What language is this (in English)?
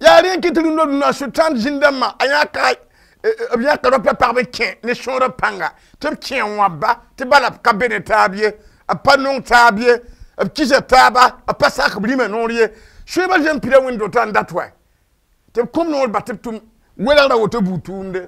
Mossi